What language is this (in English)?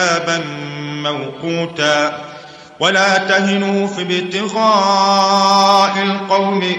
Arabic